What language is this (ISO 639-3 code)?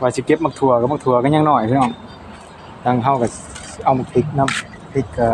tts